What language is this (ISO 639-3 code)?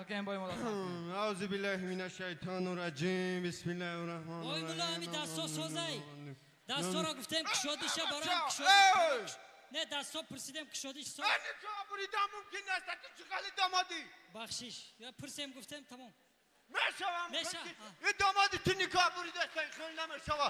tgk